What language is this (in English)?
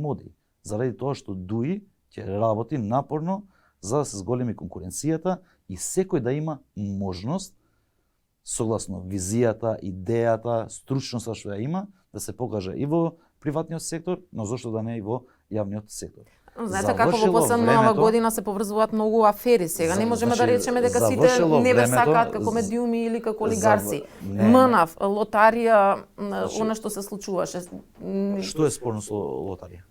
Macedonian